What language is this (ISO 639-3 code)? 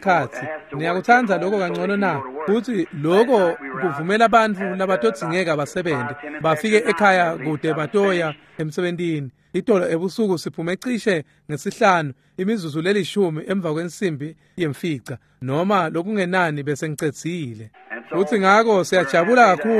ssw